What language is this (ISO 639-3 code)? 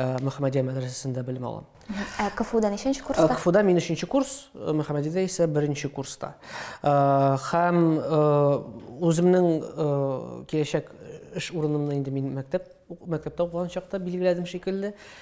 tat